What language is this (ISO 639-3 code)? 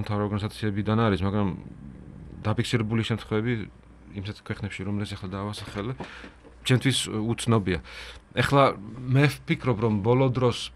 kat